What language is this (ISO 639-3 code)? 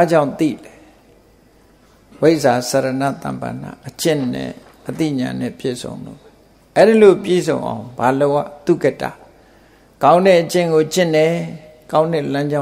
mya